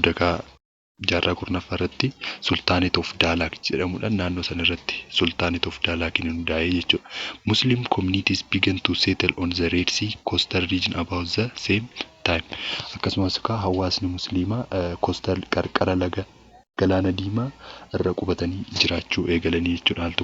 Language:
Oromo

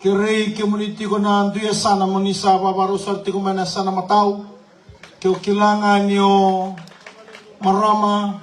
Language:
Fijian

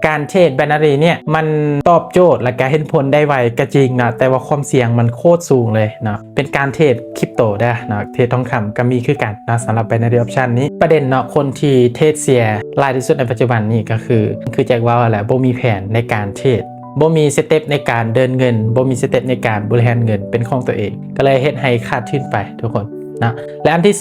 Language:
Lao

